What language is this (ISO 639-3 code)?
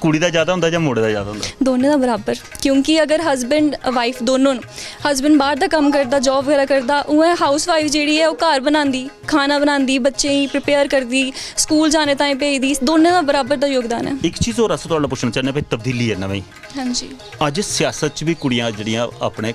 doi